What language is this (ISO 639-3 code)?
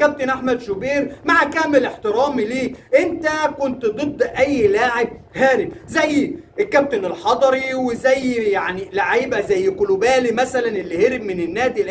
arz